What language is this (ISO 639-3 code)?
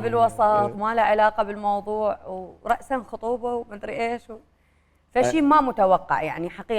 acm